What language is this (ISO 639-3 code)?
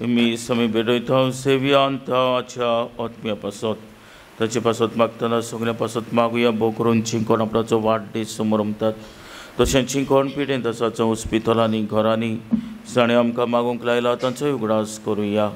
kok